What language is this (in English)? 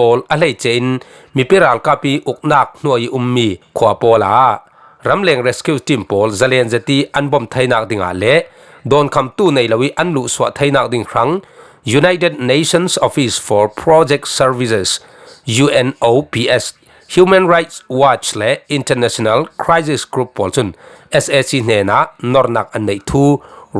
Falam Chin